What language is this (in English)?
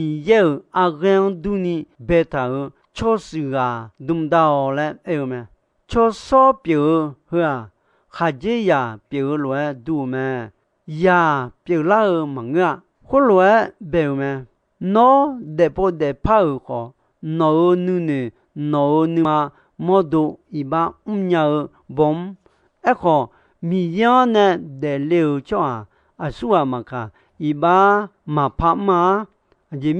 Akha